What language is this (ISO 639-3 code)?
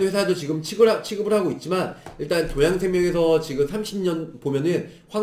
kor